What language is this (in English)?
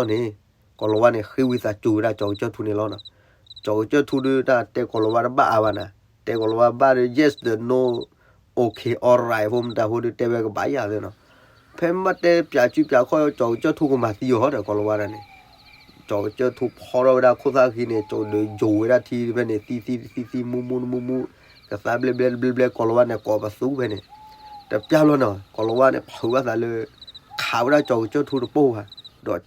S'gaw Karen